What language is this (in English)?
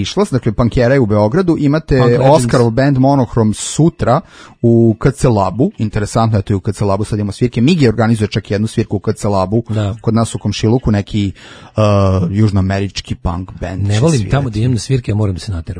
Serbian